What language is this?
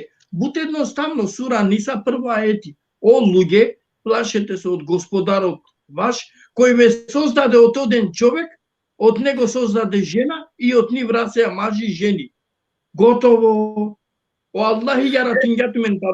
Balkan Romani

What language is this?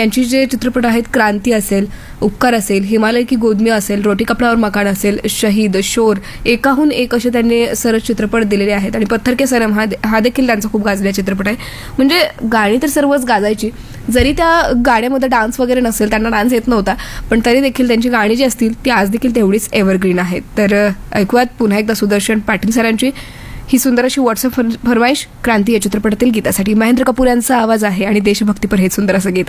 Marathi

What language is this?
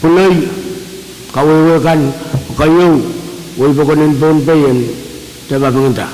Pohnpeian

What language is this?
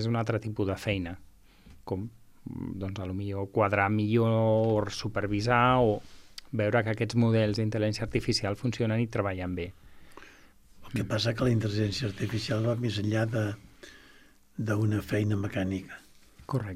Catalan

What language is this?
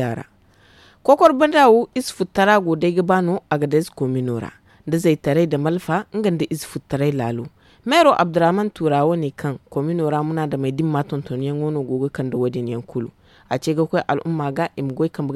Zarma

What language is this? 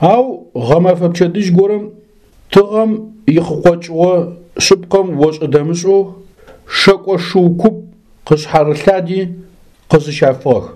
Adyghe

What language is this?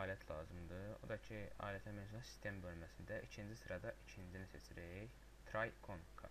Azerbaijani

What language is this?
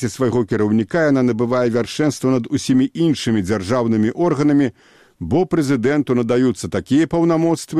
Belarusian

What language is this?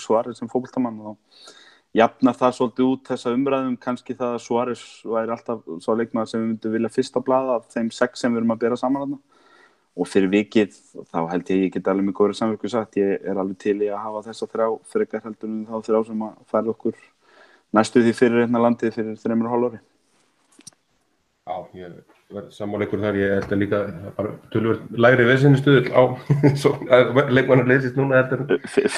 Icelandic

